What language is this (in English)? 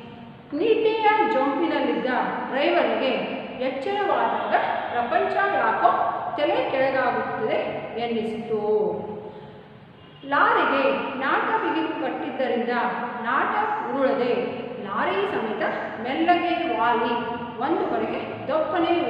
Kannada